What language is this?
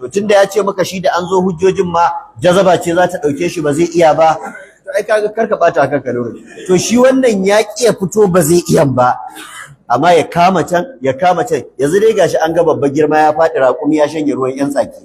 Hausa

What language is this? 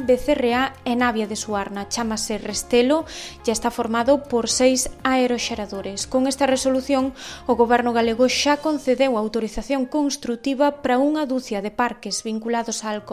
Galician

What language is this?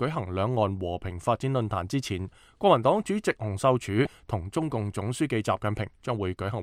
Cantonese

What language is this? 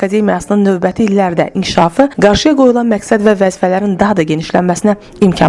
Azerbaijani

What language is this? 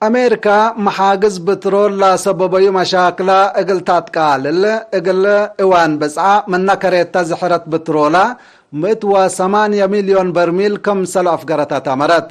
Tigre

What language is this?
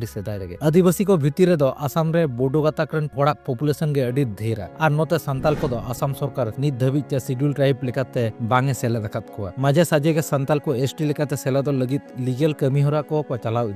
Santali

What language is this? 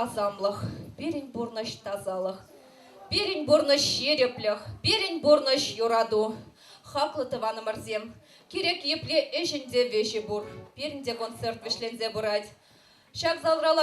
Chuvash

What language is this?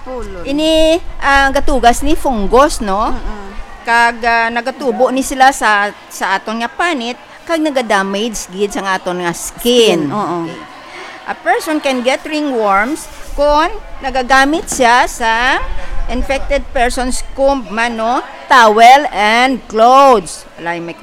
Hiligaynon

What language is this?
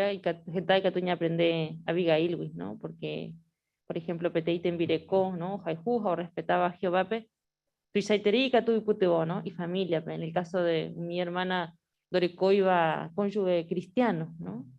Guarani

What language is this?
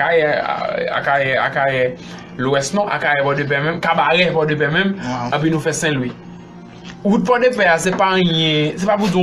Haitian Creole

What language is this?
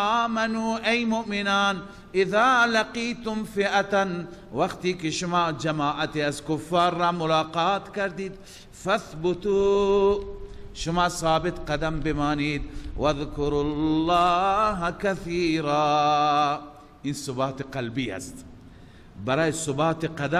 Persian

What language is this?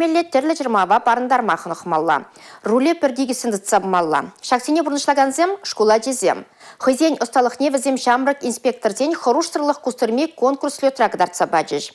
Chuvash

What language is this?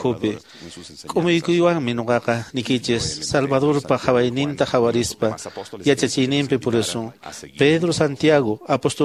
Quechua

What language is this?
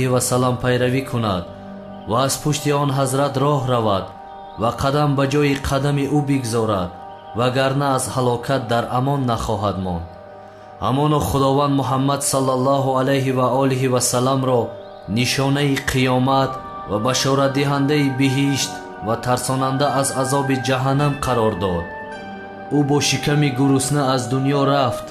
Tajik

